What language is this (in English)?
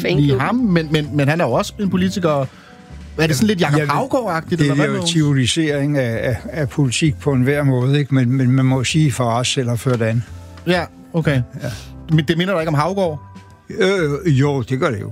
Danish